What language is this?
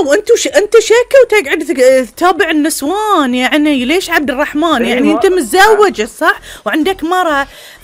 Gulf Arabic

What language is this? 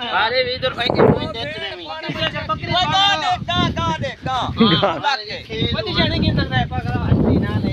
Saraiki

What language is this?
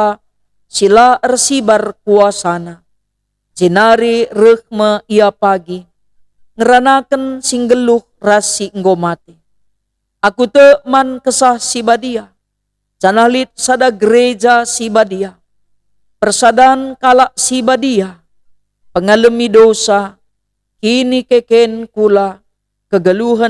Batak Karo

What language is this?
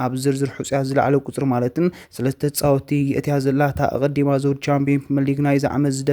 Tigrinya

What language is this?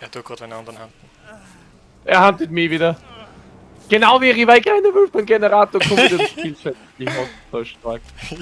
Bavarian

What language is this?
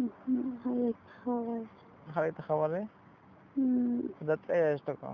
Tzotzil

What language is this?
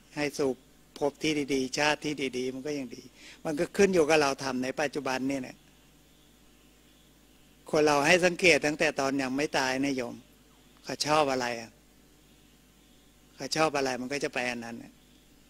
Thai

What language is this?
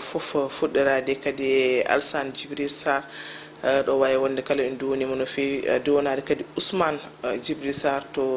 Fula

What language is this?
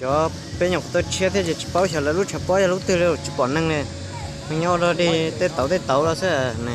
Hmong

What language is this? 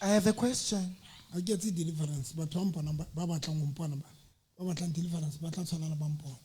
Southern Sotho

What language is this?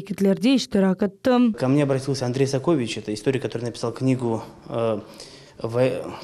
Crimean Tatar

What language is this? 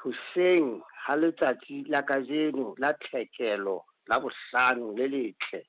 Southern Sotho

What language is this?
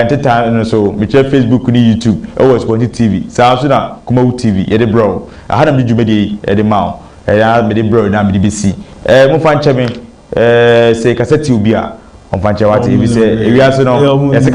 Akan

